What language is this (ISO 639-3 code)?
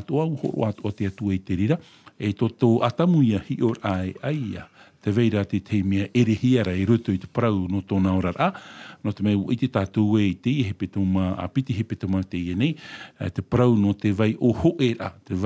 tah